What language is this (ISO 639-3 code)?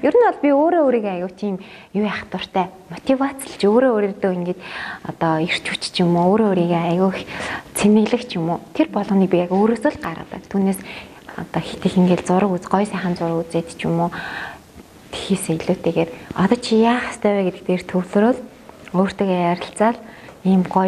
mon